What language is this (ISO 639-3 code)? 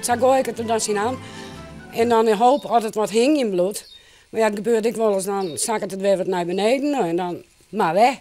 fry